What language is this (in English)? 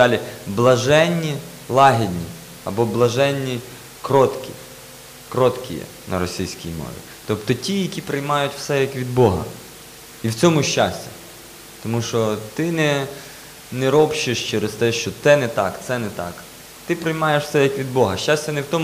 Ukrainian